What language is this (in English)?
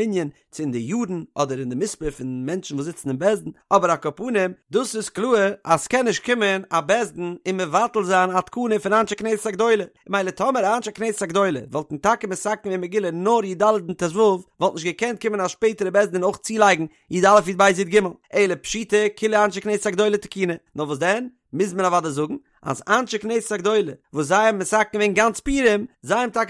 Yiddish